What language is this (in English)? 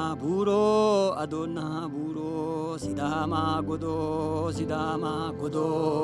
Sidamo